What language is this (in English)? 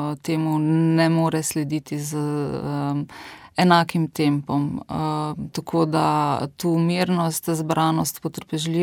Slovenian